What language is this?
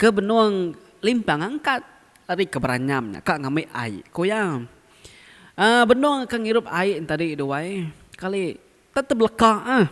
Iban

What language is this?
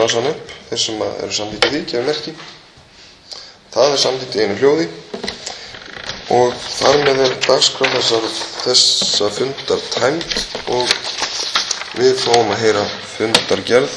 Icelandic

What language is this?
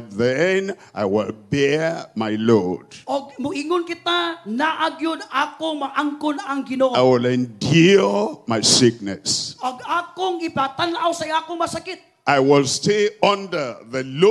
Cebuano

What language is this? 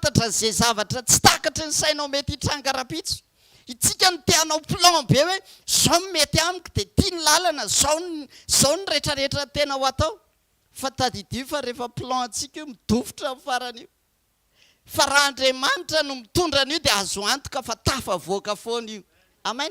Malagasy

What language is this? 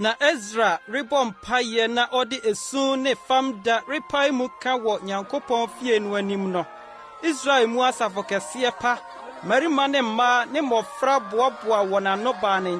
Akan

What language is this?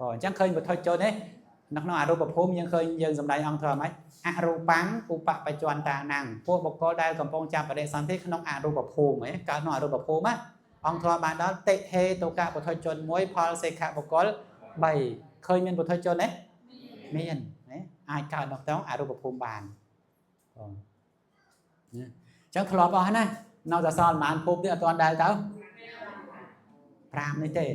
Khmer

